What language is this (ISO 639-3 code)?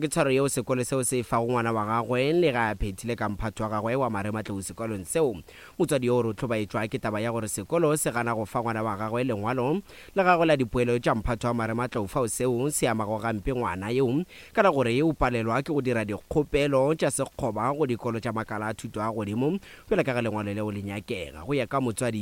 nso